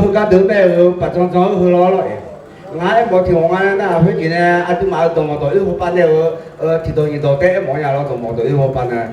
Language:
Akha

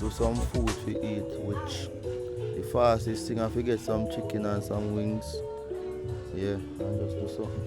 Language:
Jamaican Creole English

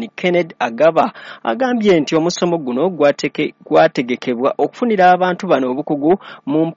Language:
Ganda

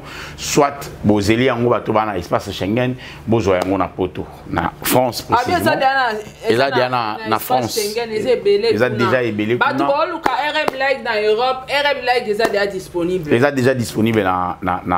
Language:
Lingala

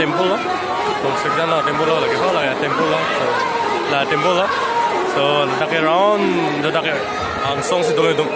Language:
Karbi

